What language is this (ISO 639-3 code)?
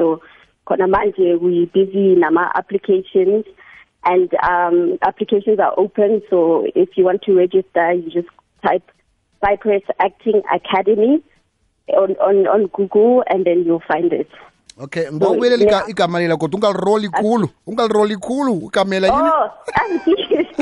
nbl